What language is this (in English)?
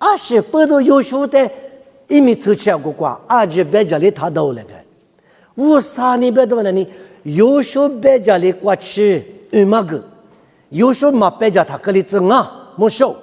Lisu